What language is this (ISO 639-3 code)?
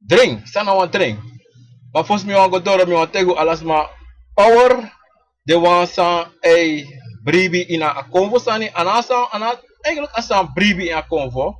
srn